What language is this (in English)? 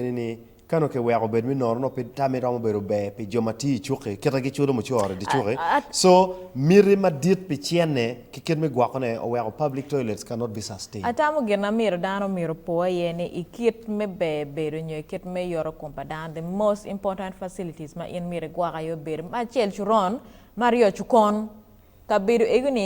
Acoli